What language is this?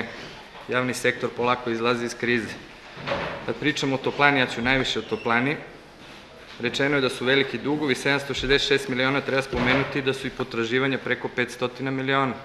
Serbian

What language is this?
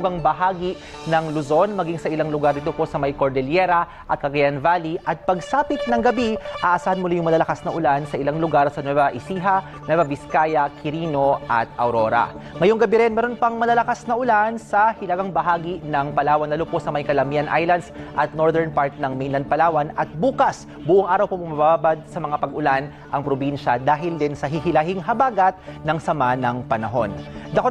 Filipino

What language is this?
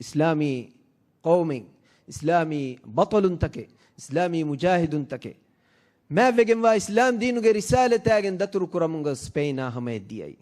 Divehi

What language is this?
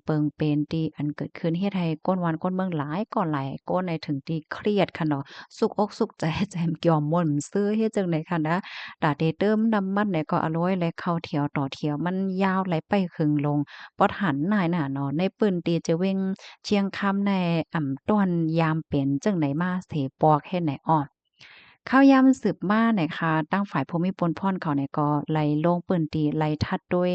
Shan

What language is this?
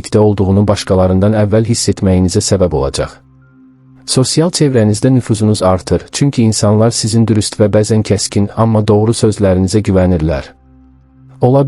Azerbaijani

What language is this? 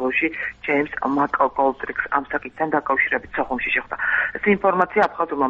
Georgian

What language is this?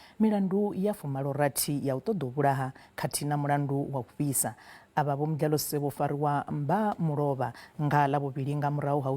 Venda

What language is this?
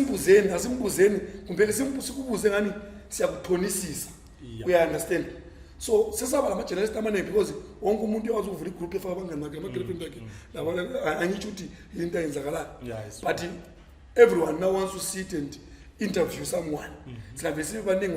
Zulu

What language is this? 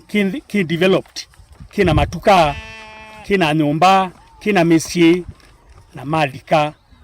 Kamba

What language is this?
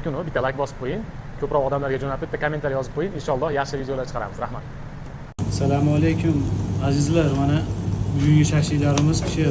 Uzbek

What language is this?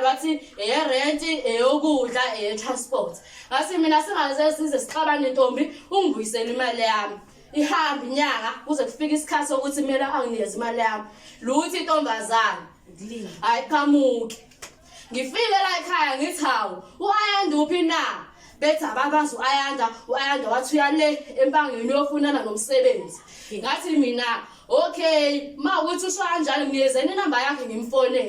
Zulu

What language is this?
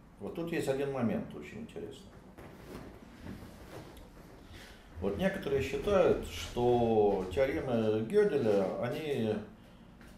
Russian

